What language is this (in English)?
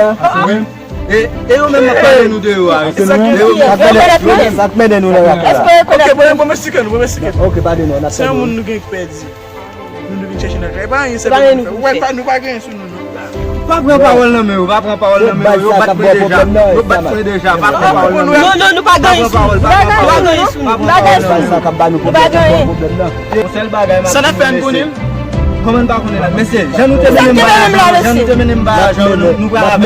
Haitian Creole